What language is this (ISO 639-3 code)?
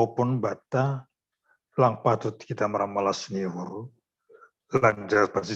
bts